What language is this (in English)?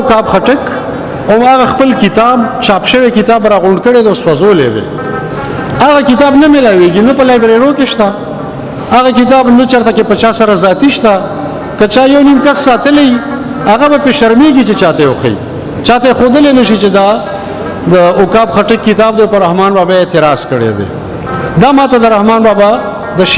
Pashto